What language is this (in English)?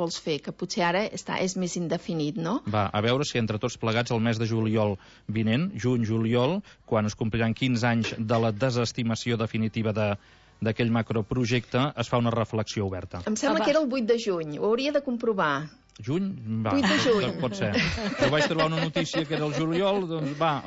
Catalan